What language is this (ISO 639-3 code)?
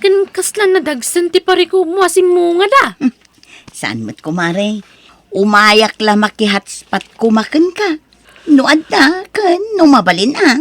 ilo